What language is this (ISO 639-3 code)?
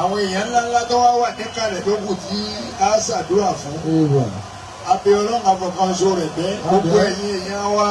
yor